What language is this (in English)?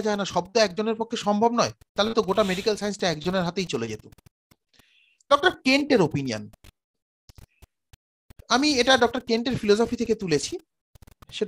Bangla